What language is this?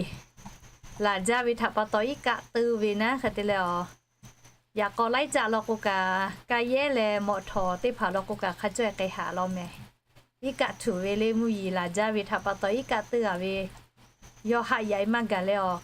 Lahu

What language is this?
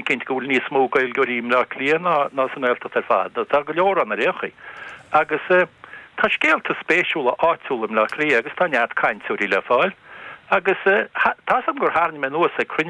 Irish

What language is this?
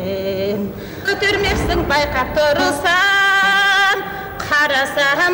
Kazakh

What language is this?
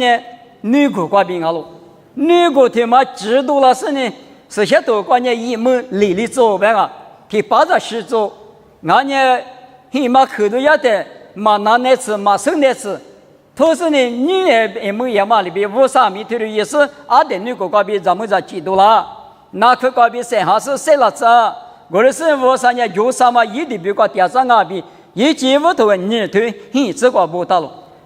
Lisu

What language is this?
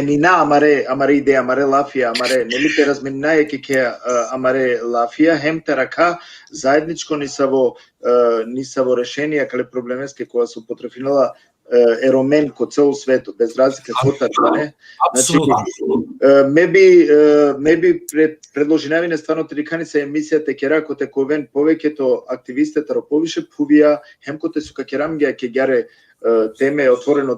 Balkan Romani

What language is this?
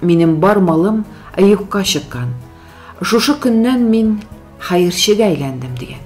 Tatar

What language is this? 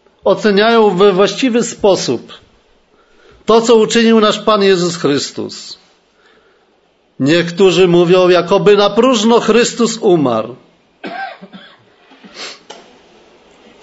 Polish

